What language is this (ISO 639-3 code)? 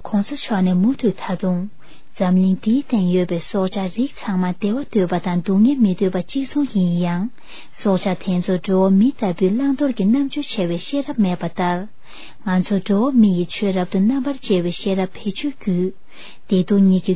bod